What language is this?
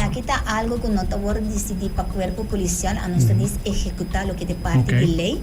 Papiamento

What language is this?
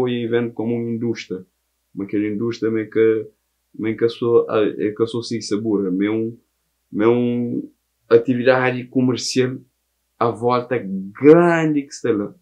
Kabuverdianu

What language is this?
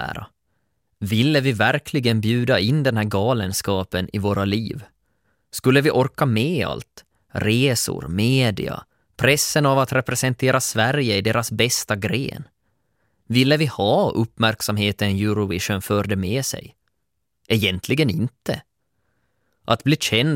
Swedish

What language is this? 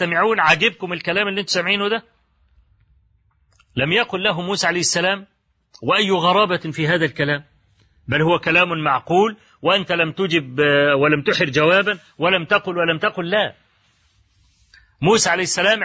Arabic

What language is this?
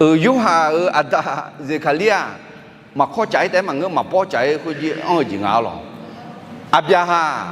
Akha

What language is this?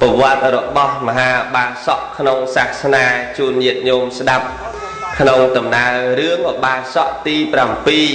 Khmer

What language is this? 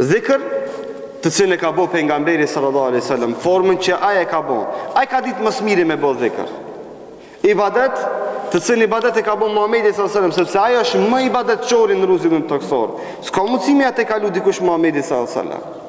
Albanian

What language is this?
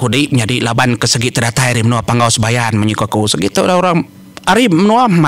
Iban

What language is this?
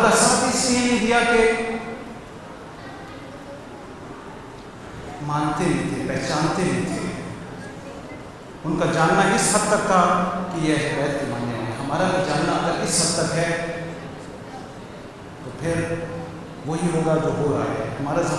Urdu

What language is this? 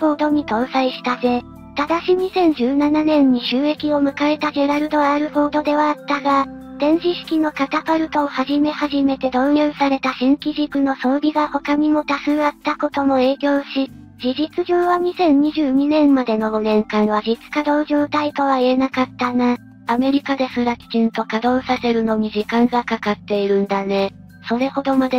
Japanese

